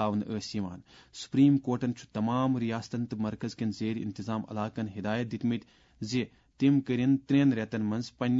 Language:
Kashmiri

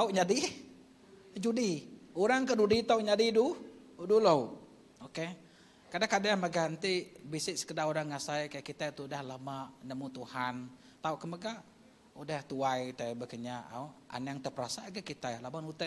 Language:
Iban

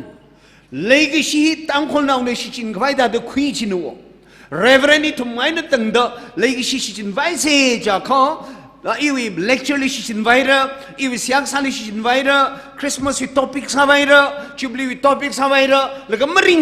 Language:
Tangkhul Naga (India)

